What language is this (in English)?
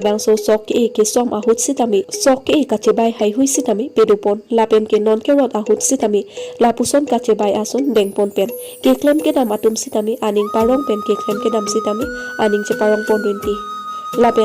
Karbi